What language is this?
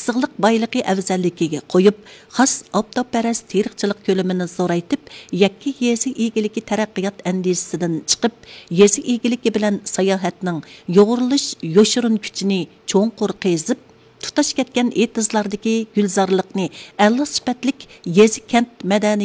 Uyghur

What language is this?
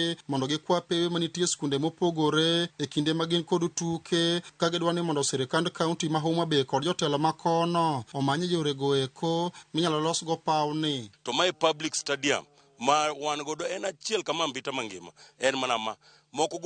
Luo (Kenya and Tanzania)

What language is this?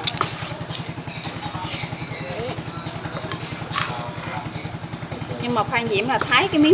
Vietnamese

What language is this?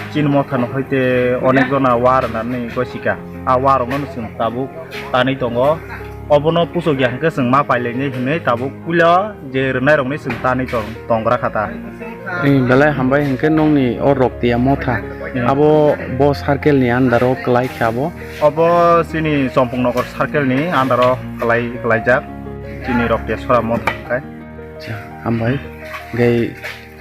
Kok Borok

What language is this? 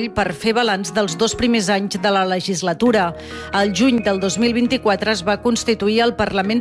Catalan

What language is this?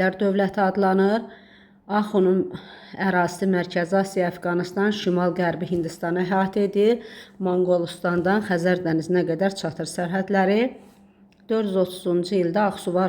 Azerbaijani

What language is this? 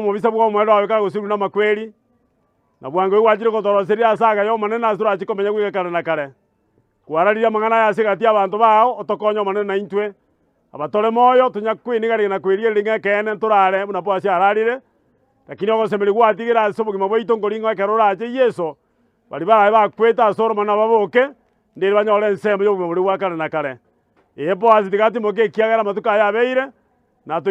Gusii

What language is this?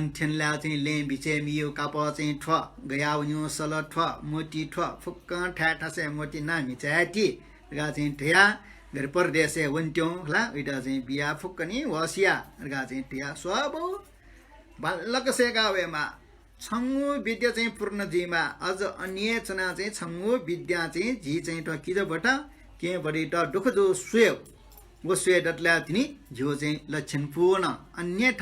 Newari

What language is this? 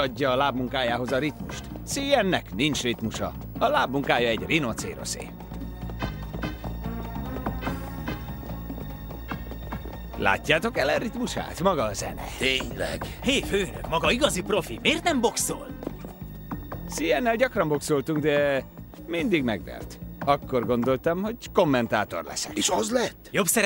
Hungarian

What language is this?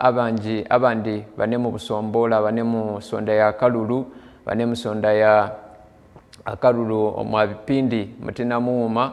Nyankole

